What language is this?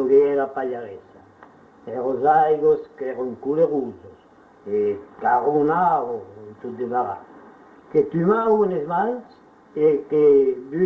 Occitan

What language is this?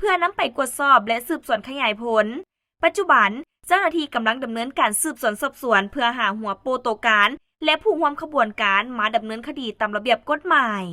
Lao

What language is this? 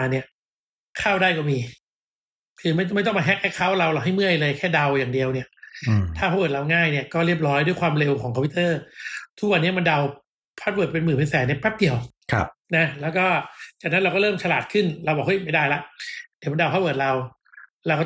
Thai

